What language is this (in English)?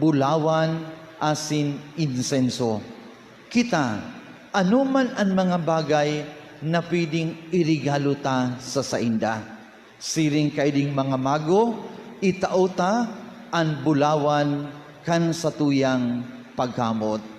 Bikol